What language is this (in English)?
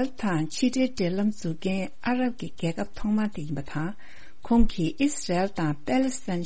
Tibetan